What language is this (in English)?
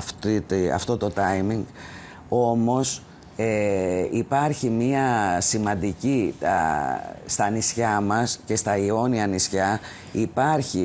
Greek